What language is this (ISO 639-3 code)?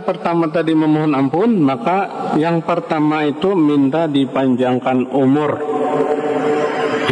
ind